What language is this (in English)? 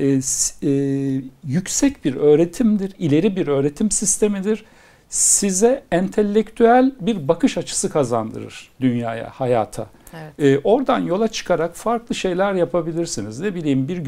Turkish